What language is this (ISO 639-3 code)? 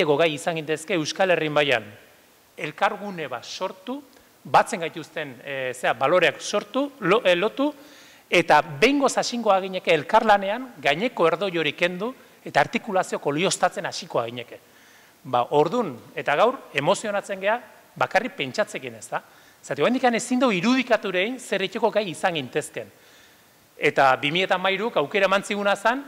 eus